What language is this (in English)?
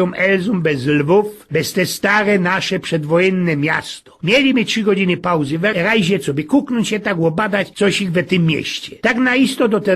Silesian